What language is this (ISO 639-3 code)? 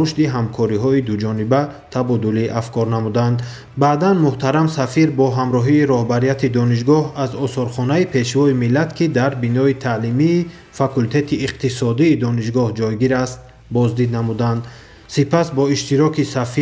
tgk